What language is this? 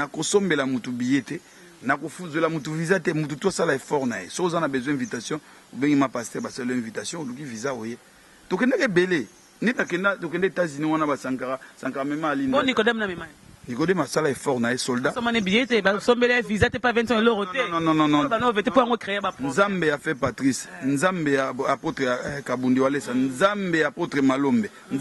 Lingala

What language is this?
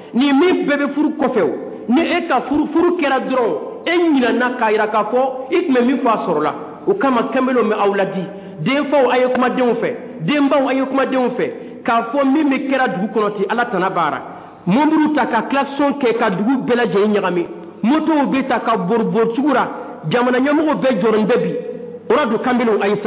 Dyula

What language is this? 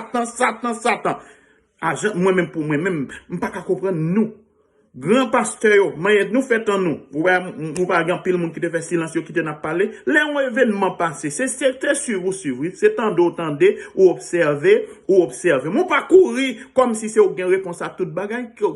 Haitian Creole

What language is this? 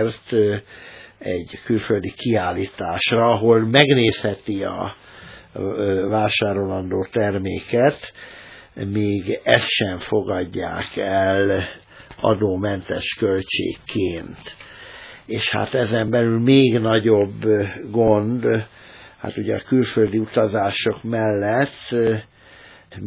Hungarian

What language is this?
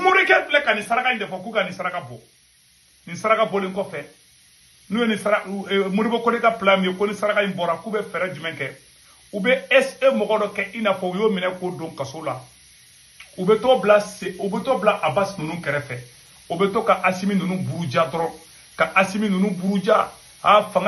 Bambara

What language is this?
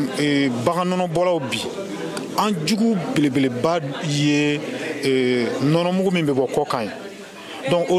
Bambara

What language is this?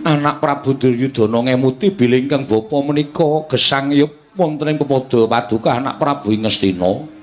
Javanese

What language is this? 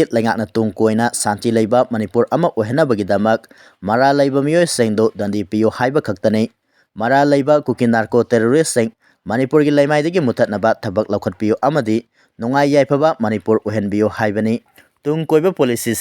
Manipuri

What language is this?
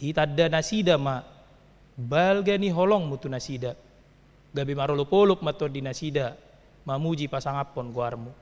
Batak Toba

